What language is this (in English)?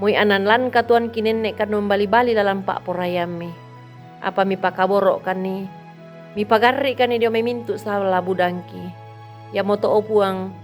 Toraja-Sa'dan